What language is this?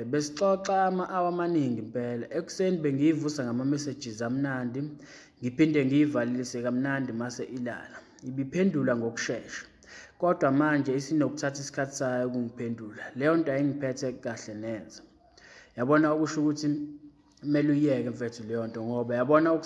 Zulu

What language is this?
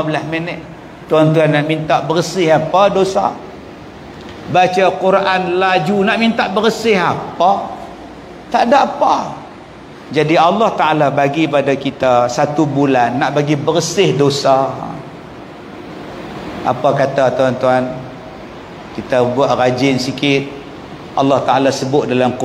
Malay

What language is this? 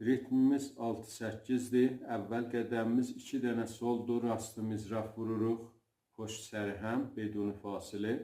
South Azerbaijani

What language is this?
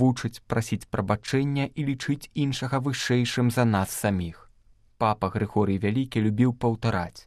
Belarusian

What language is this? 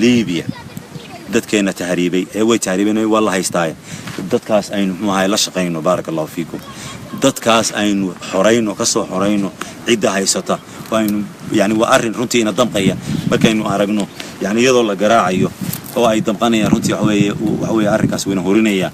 Somali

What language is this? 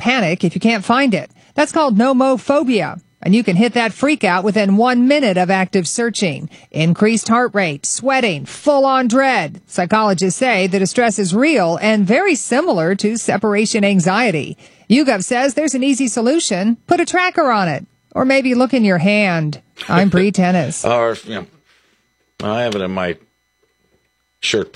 English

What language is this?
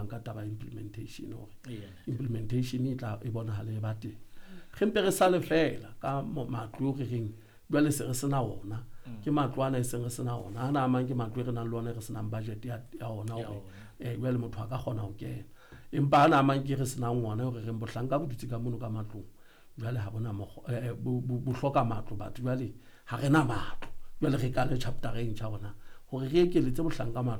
Southern Sotho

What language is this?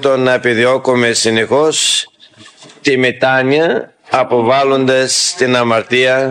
Greek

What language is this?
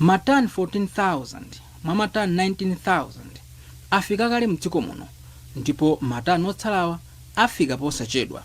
Nyanja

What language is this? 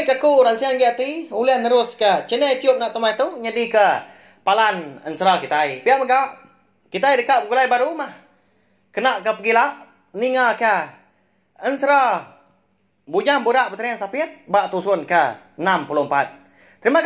Iban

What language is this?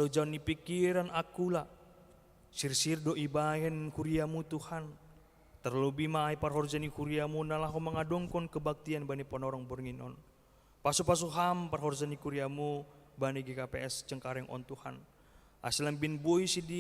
Batak Simalungun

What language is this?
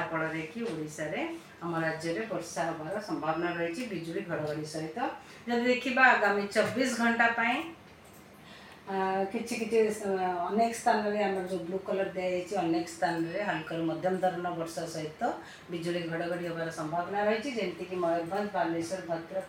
Odia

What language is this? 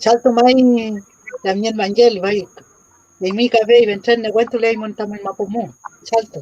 Mapuche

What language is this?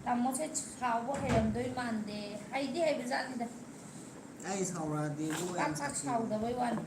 Manipuri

